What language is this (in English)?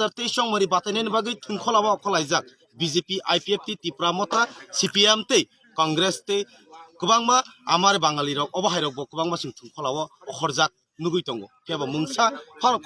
Kok Borok